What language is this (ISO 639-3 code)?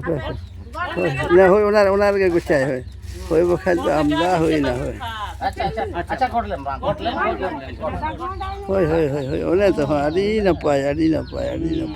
sat